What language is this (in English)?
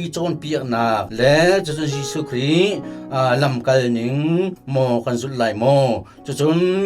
Hakha Chin